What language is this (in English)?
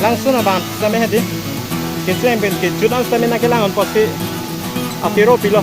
Karbi